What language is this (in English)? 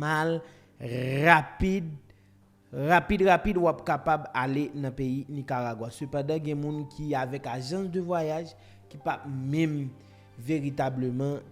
Haitian Creole